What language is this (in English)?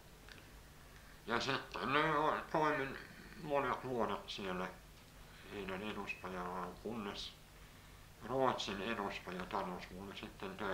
Finnish